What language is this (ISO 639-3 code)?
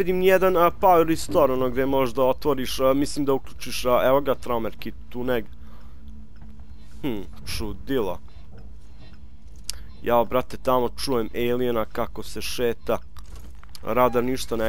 srp